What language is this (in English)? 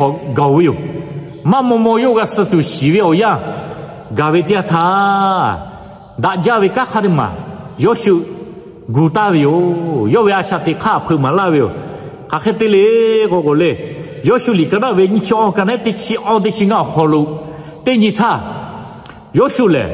Lahu